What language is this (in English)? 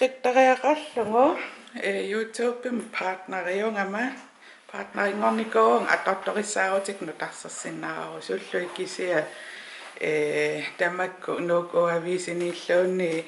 Kalaallisut